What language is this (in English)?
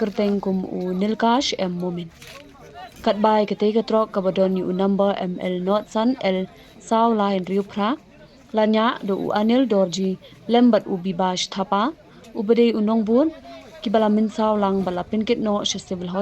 Khasi